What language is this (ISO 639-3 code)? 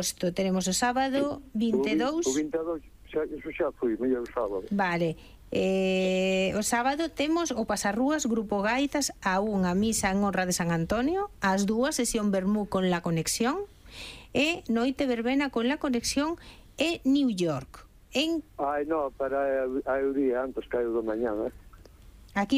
glg